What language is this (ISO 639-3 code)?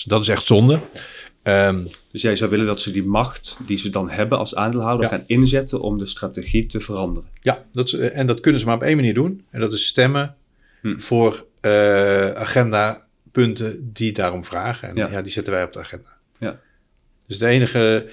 nld